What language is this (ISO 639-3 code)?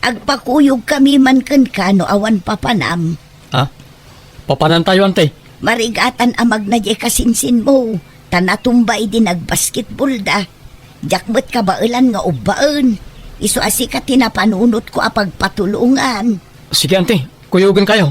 ilo